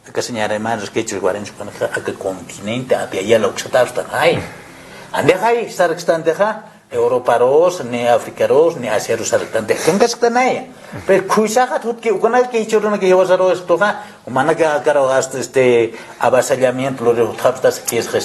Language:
Aymara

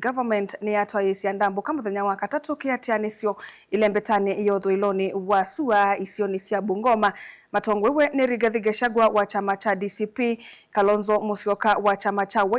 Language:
Kamba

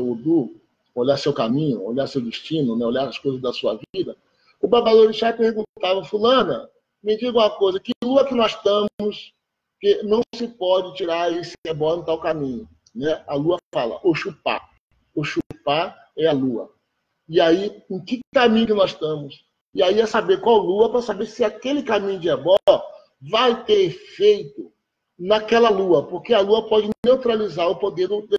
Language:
Portuguese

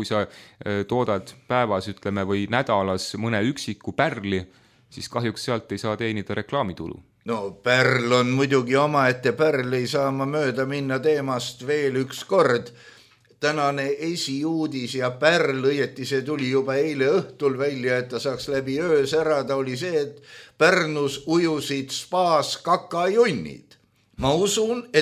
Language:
Estonian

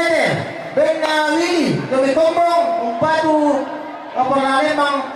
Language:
Toraja-Sa'dan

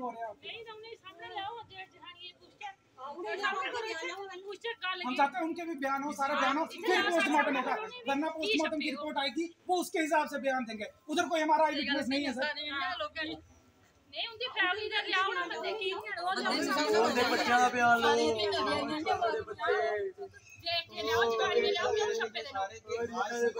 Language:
Hindi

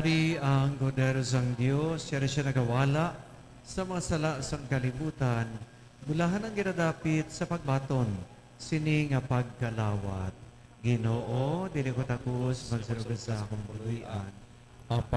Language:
Hiligaynon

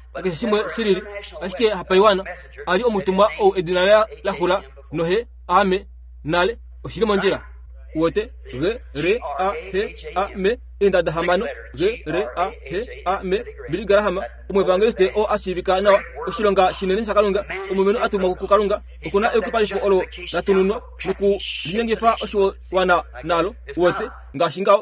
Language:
Kuanyama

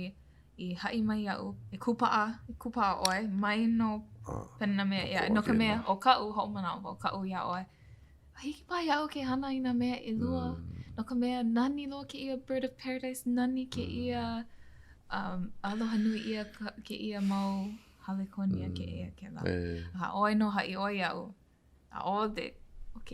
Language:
Hawaiian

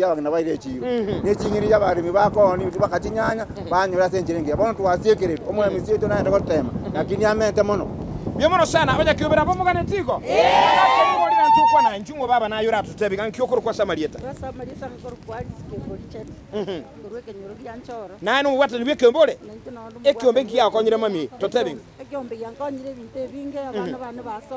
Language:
Gusii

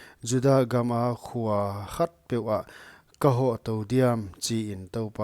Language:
Paite Chin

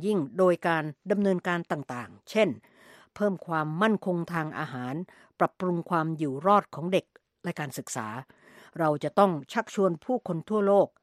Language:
Thai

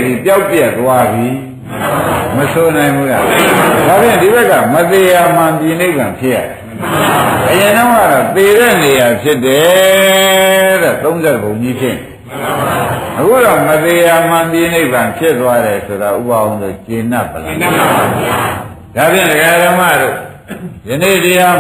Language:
Burmese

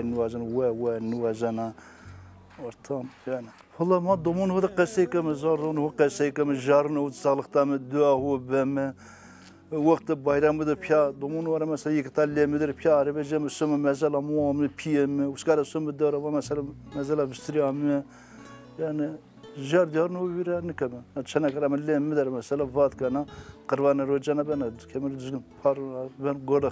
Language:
Zaza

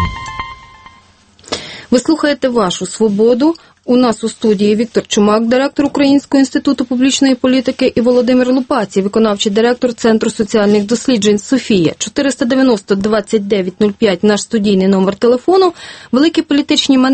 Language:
Ukrainian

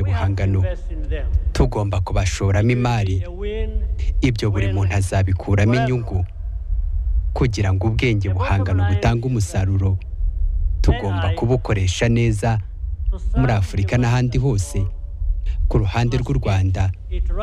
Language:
Kinyarwanda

